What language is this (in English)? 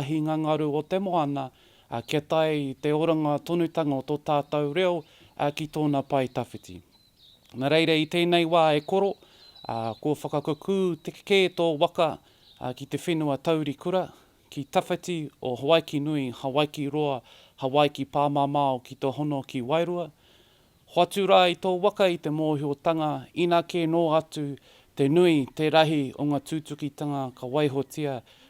Māori